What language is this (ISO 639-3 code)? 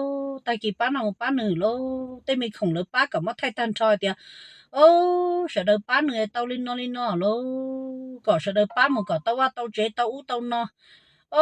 hmn